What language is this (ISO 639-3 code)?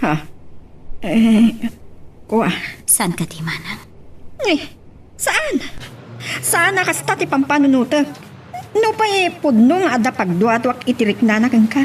ilo